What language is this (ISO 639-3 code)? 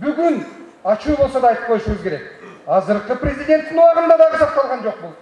kir